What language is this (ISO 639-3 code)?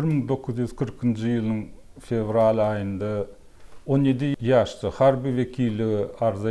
tuk